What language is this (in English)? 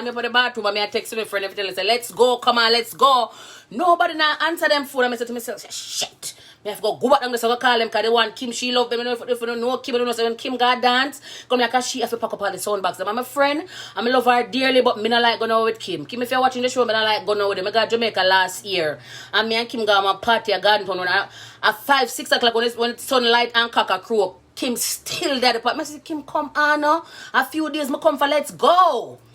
Jamaican Creole English